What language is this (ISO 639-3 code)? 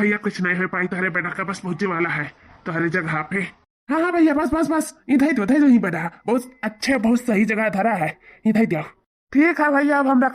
awa